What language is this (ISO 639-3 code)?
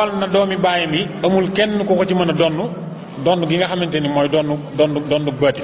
wol